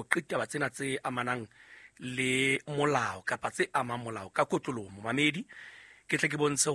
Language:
Southern Sotho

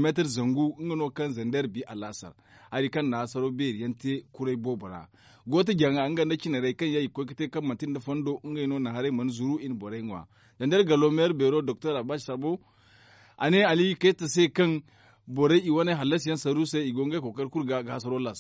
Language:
Zarma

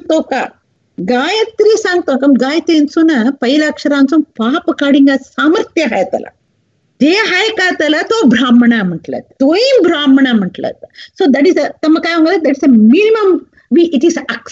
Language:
Marathi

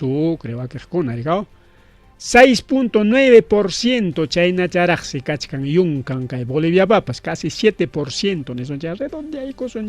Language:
Ayacucho Quechua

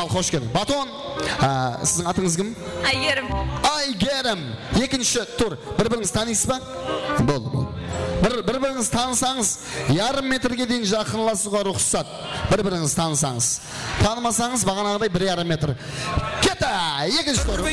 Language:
Kara-Kalpak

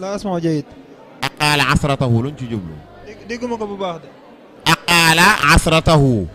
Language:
Wolof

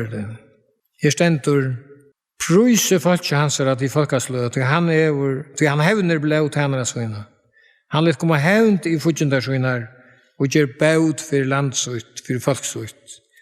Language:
Faroese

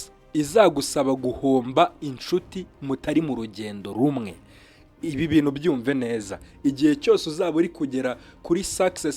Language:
Kinyarwanda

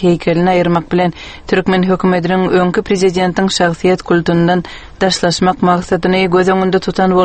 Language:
Turkmen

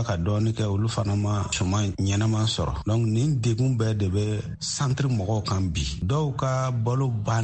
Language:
Bambara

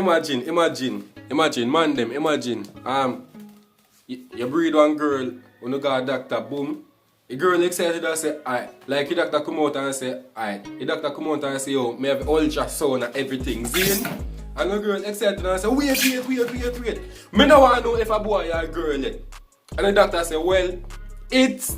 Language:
Jamaican Creole English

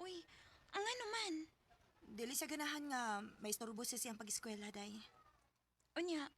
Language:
Cebuano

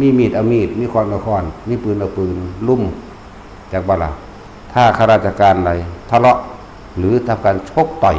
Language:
Northeastern Thai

